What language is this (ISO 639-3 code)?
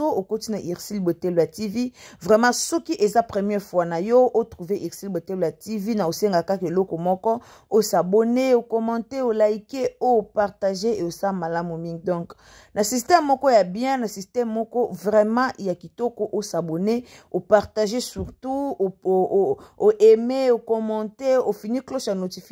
lin